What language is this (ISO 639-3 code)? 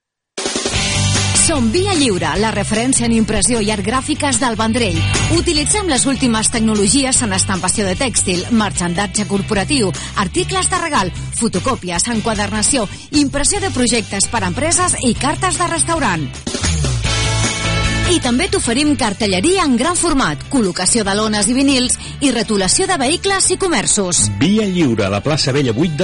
cat